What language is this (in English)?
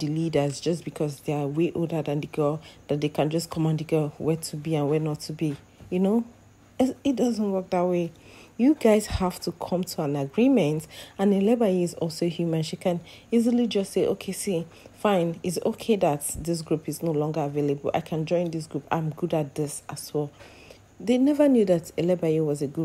English